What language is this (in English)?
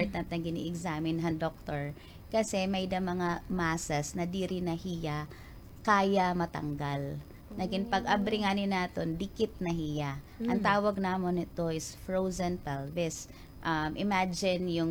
Waray